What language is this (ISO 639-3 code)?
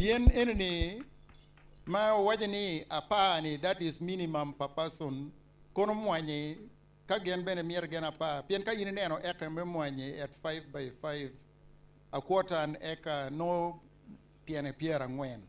ach